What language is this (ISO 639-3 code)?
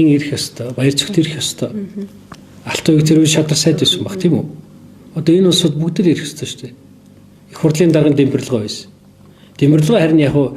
mon